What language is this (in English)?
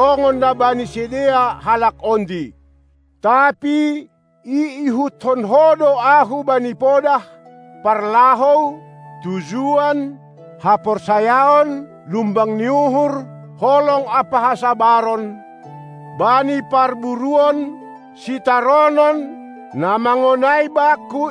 Batak Simalungun